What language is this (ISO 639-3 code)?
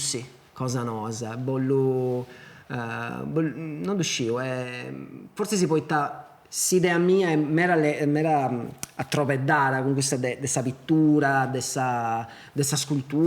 srd